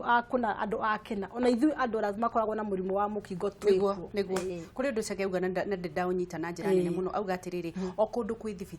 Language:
Kikuyu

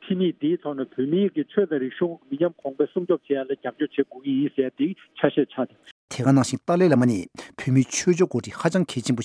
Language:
Tibetan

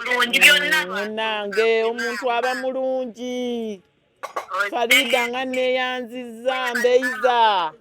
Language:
Ganda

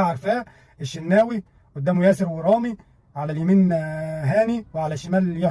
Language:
Egyptian Arabic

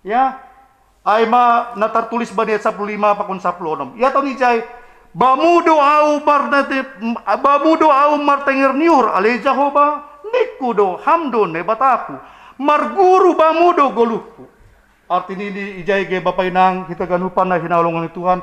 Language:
Batak Simalungun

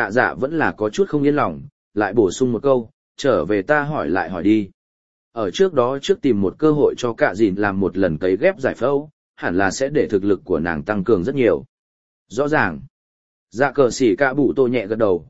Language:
Vietnamese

